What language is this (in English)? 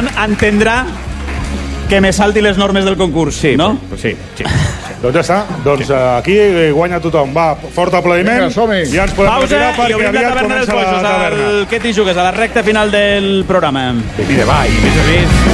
Catalan